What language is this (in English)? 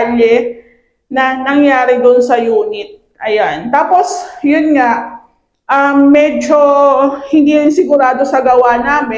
Filipino